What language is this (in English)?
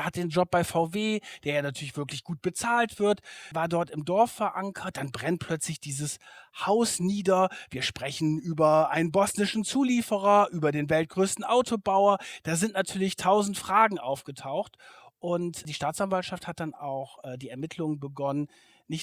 German